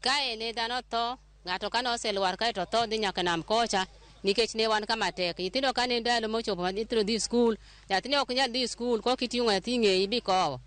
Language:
Luo (Kenya and Tanzania)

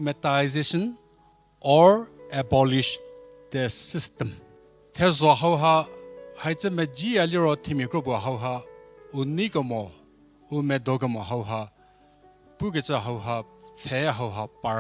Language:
Angami Naga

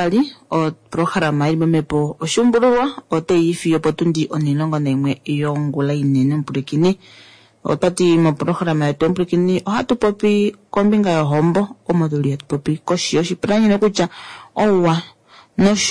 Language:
Kuanyama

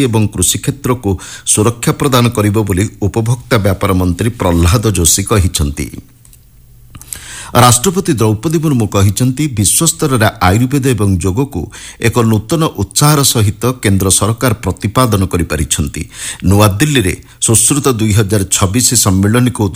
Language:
Odia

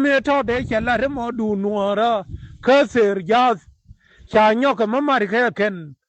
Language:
Nuer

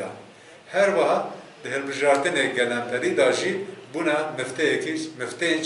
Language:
Kurdish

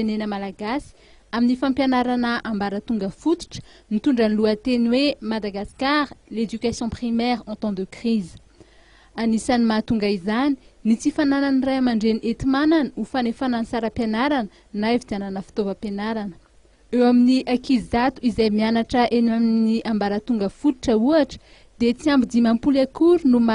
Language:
Malagasy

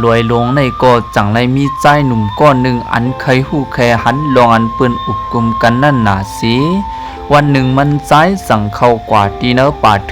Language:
Shan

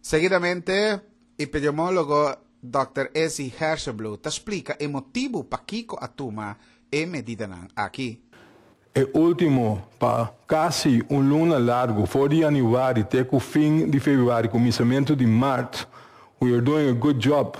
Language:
Papiamento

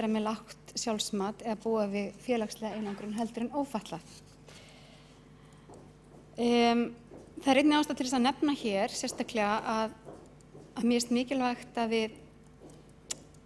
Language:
Icelandic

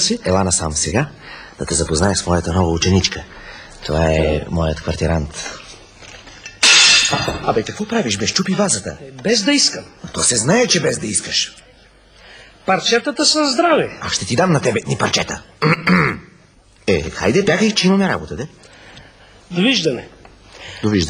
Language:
Bulgarian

